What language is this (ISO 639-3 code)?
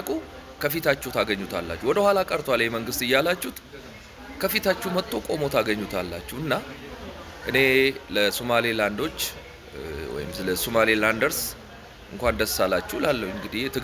amh